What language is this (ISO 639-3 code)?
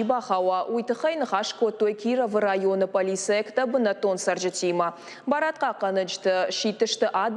oss